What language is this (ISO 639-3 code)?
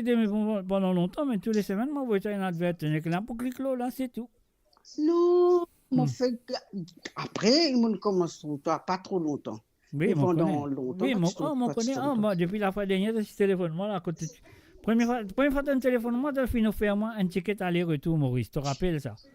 mfe